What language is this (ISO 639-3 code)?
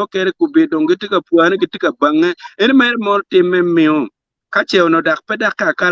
ach